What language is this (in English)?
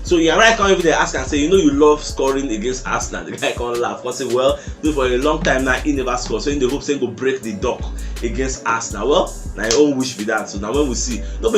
Nigerian Pidgin